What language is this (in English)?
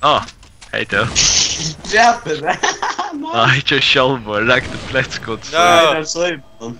Faroese